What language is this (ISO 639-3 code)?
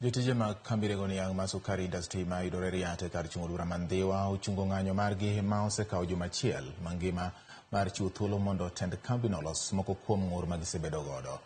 luo